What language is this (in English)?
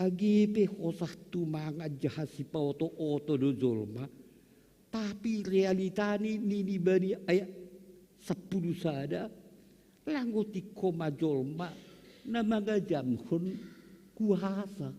Batak Simalungun